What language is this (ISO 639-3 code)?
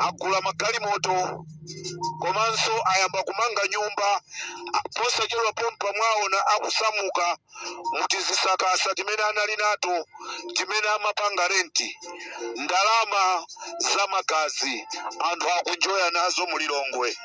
nya